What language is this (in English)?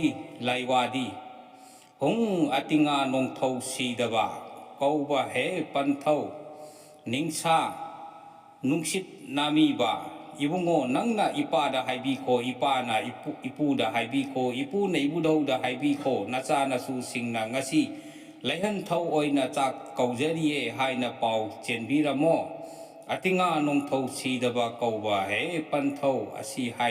Manipuri